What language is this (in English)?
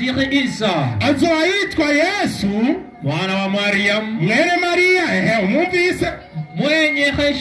Rundi